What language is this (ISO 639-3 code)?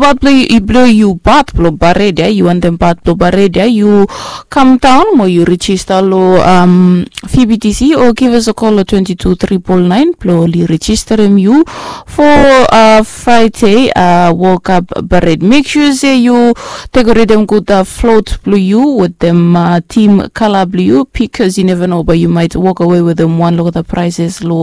bis